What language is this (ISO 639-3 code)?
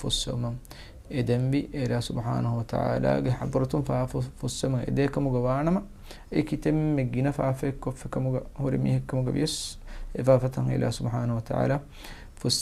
div